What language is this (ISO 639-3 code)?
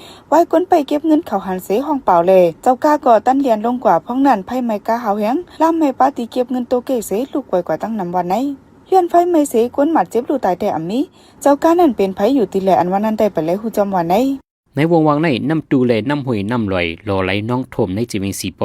shn